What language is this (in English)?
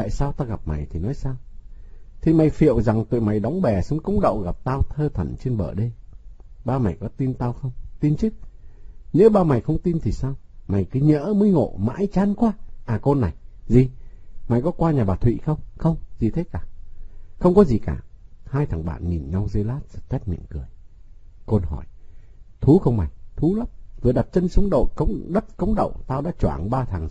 Vietnamese